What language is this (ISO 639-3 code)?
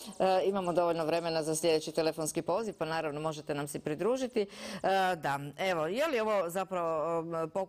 hrv